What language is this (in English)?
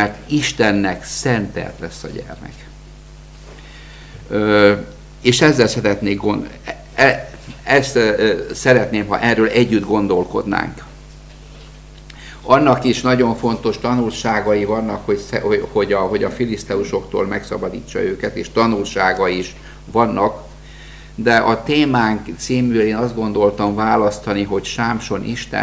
Hungarian